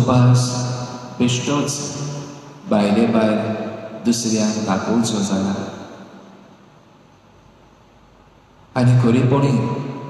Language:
Konkani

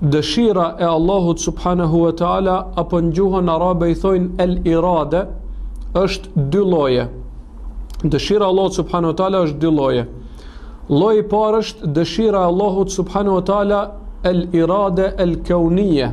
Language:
Albanian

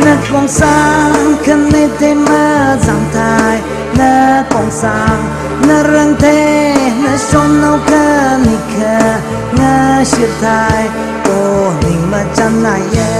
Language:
Tangkhul Naga (India)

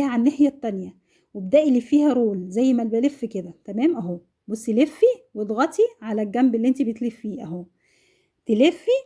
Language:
Egyptian Arabic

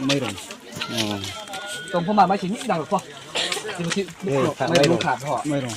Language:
Riang (India)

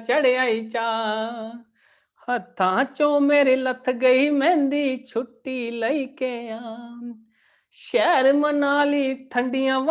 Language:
Dogri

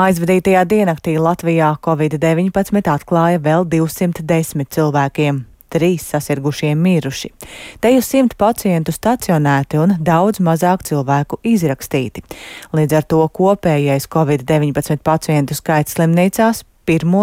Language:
Latvian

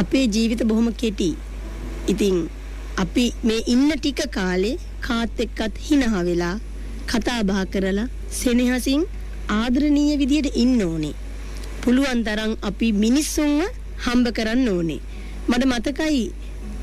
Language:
Sinhala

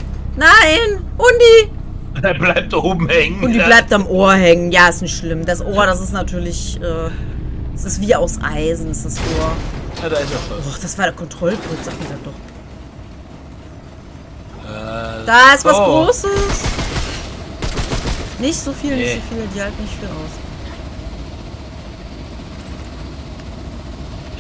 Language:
German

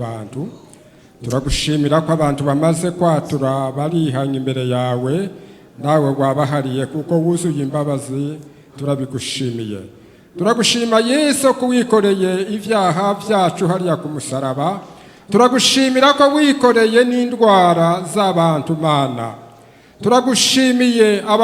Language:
Rundi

